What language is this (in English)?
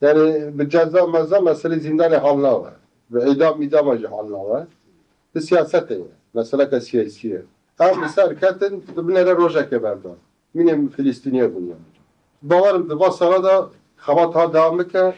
Kurdish